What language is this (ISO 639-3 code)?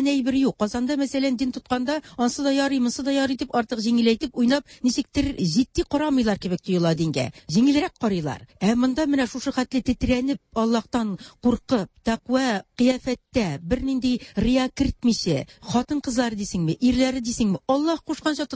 tat